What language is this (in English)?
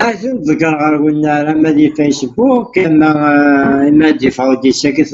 Kabyle